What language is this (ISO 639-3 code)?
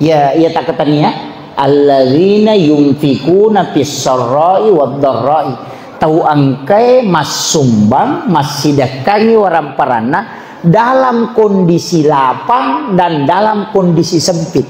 bug